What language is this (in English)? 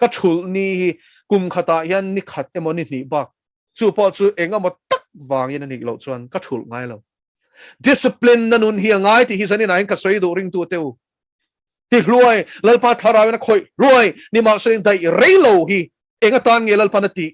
Mizo